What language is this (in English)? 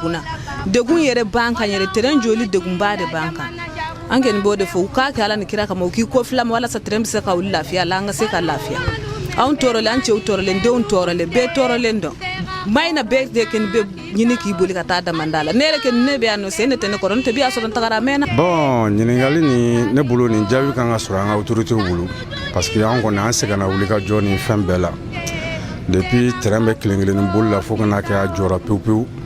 Bambara